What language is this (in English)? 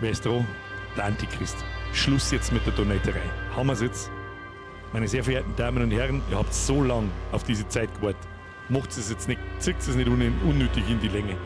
Bavarian